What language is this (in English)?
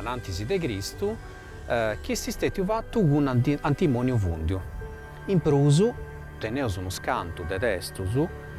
Sardinian